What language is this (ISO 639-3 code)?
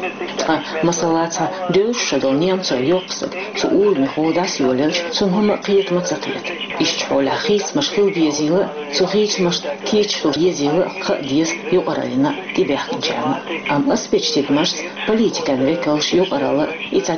che